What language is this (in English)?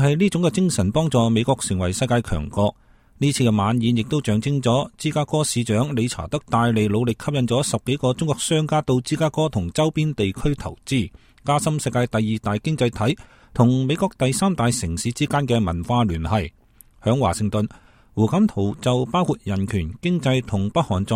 Cantonese